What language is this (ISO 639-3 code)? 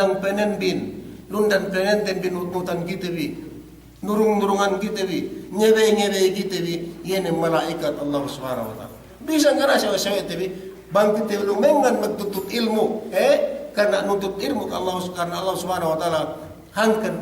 yka